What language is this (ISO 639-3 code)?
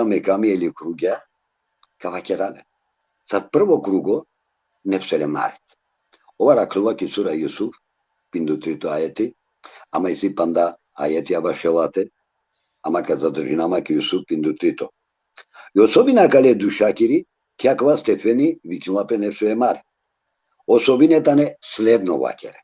rmn